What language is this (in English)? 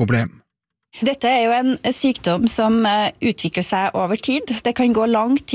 Norwegian